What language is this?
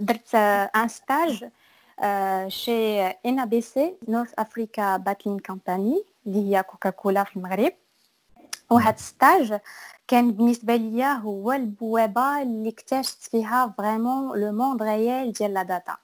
Moroccan Arabic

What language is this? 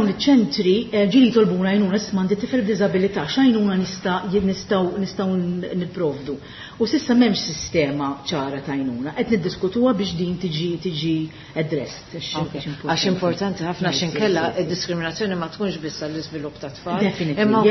Maltese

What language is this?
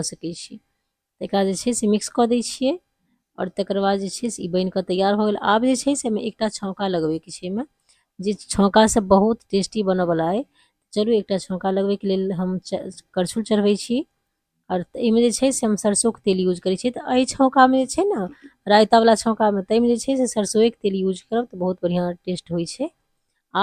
Maithili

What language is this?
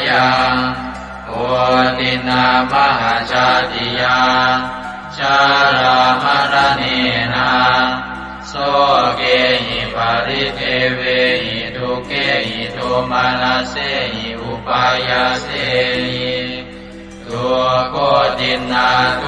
Pali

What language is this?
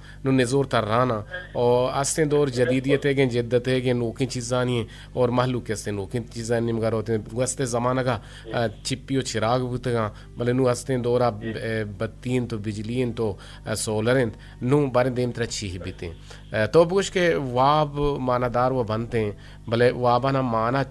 Eastern Balochi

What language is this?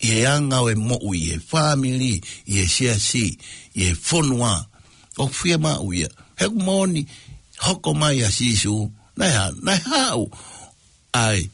Tongan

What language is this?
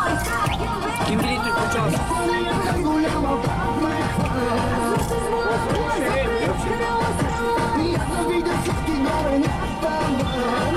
Turkish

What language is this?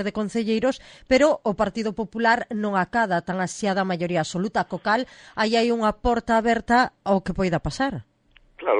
Galician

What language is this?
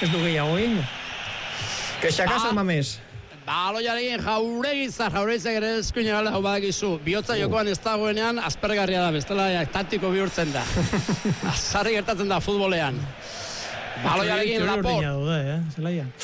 Basque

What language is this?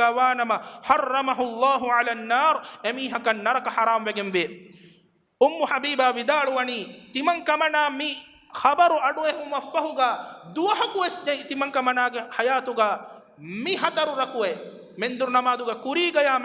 Divehi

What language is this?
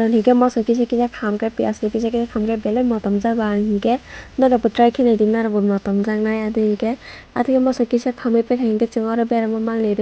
Kok Borok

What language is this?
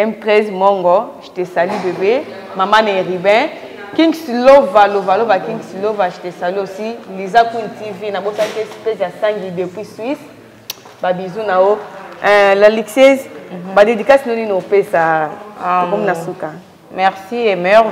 Lingala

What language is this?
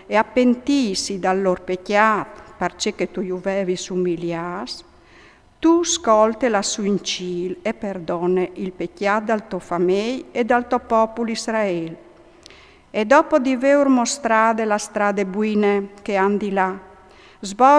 Friulian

